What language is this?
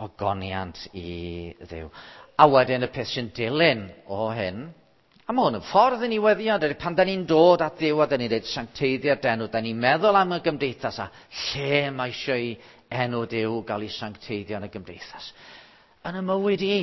Welsh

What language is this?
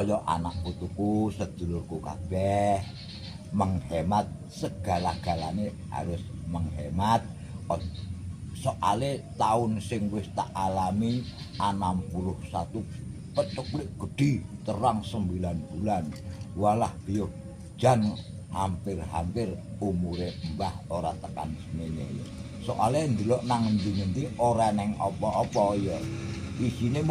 Javanese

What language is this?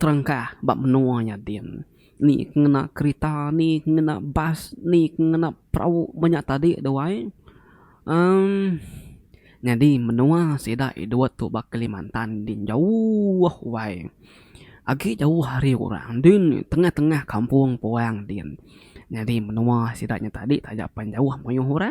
Iban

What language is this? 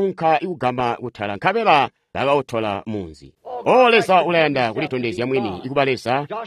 Tonga (Zambia)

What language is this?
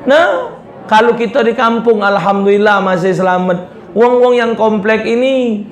Musi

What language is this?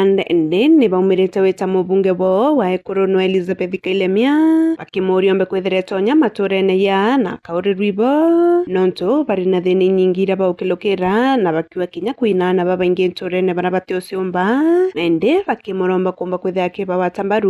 Meru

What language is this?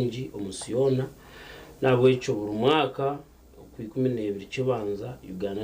Nyankole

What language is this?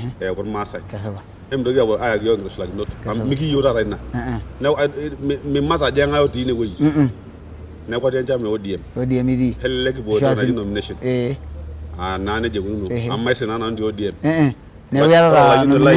Masai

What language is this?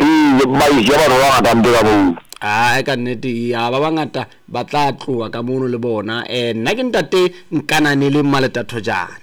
Southern Sotho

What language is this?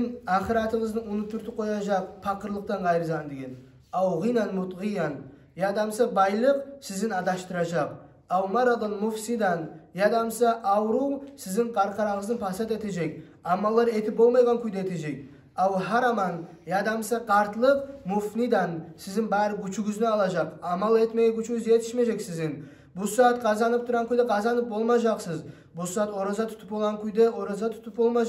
Kumyk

